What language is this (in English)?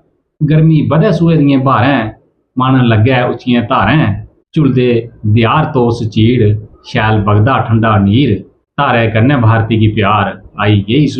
Dogri